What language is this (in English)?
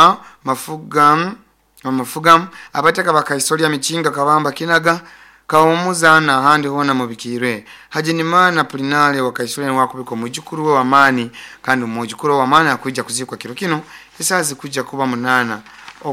Nyoro